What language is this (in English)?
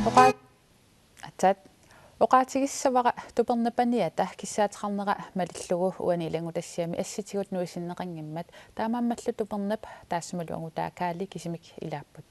Kalaallisut